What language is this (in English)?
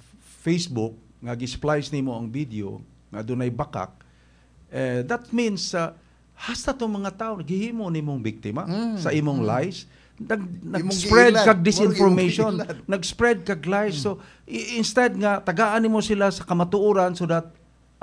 Cebuano